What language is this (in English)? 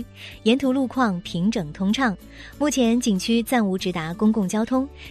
Chinese